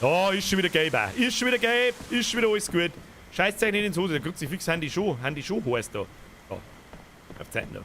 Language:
Bavarian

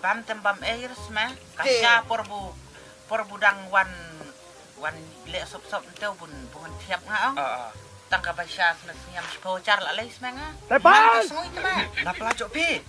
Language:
Khasi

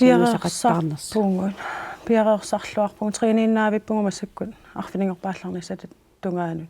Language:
Kalaallisut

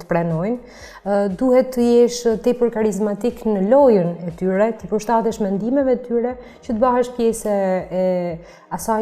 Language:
Albanian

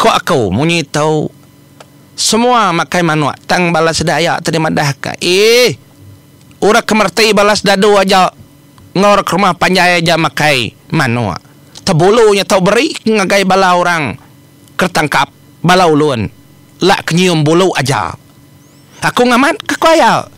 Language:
Iban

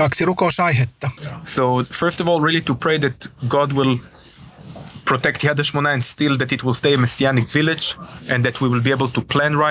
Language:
Finnish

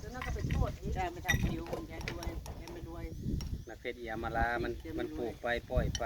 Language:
Northeastern Thai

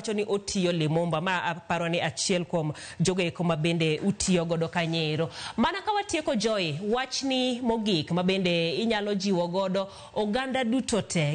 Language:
Luo (Kenya and Tanzania)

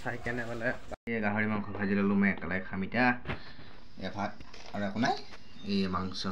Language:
Assamese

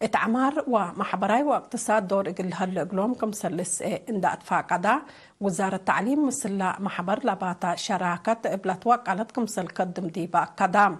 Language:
Tigre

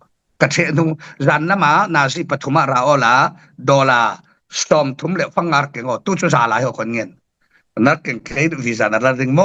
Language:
Falam Chin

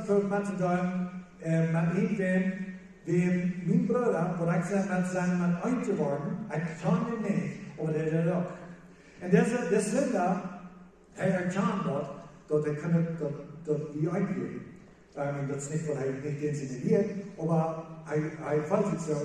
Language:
Plautdietsch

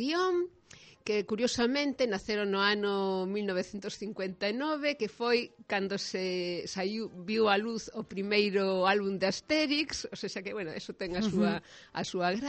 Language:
Galician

